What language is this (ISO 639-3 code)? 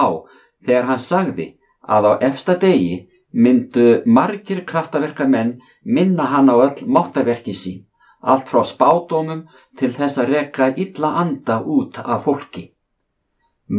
isl